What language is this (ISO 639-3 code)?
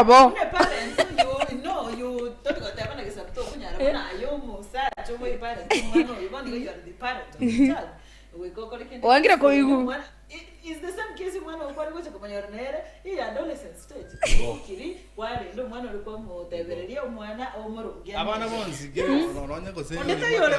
guz